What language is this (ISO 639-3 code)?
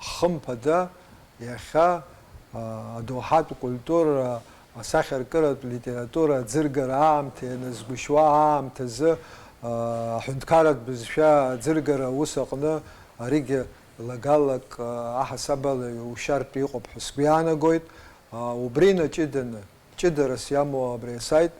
abk